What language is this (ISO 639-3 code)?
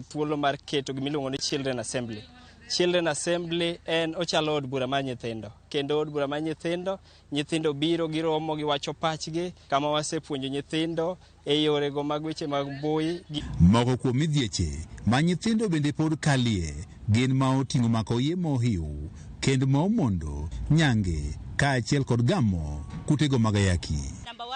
luo